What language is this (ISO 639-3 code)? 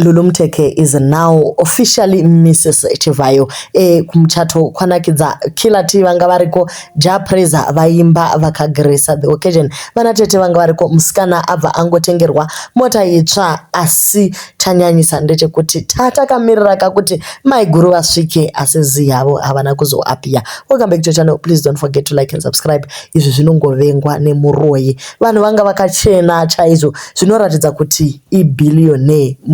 sna